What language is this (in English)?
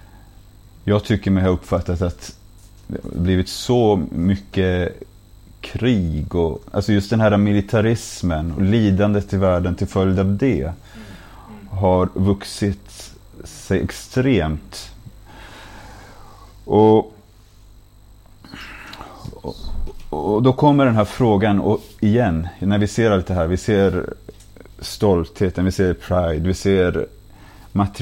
Swedish